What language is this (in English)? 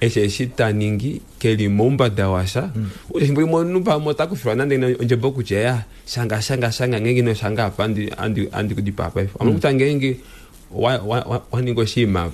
Kuanyama